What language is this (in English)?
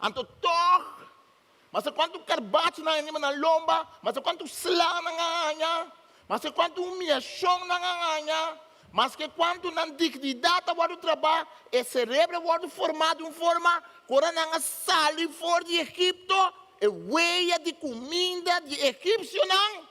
Papiamento